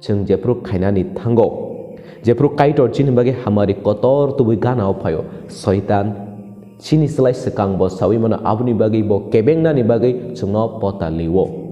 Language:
Kok Borok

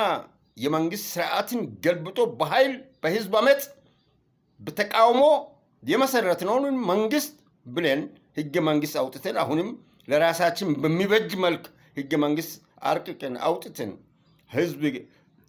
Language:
Amharic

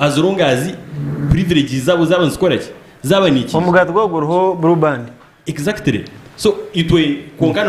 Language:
Nyankole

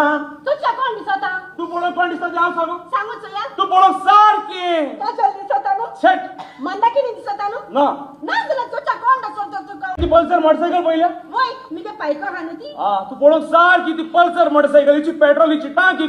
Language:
Konkani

